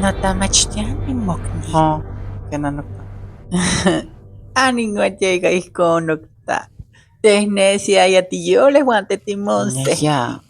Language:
Isthmus-Mecayapan Nahuatl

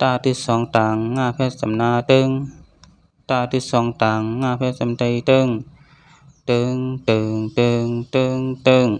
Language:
Shan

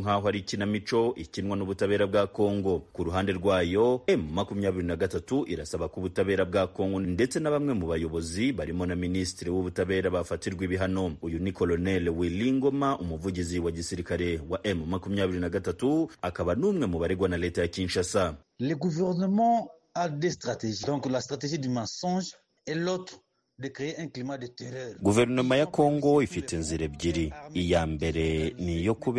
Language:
Kinyarwanda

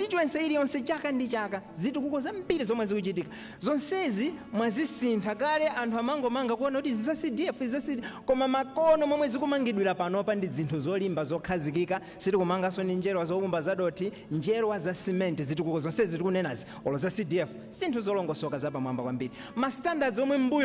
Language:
Nyanja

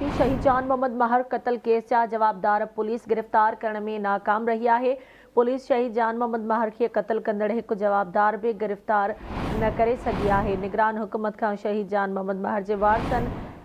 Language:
Sindhi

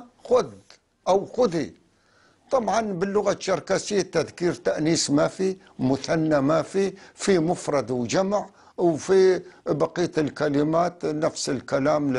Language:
North Levantine Arabic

